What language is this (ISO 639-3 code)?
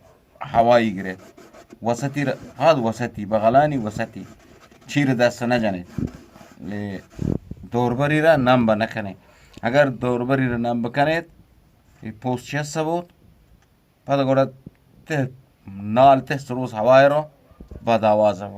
bgp